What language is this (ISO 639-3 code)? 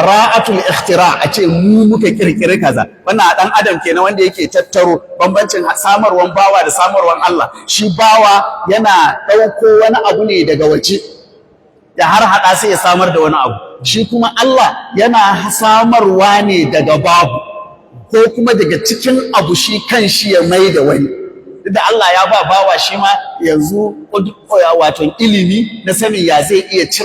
hau